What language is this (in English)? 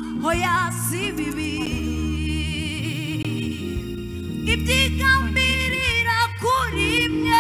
Kinyarwanda